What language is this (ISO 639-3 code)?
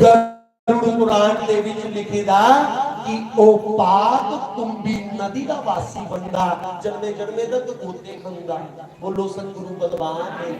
doi